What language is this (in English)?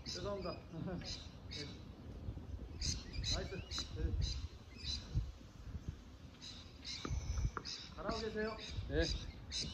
Korean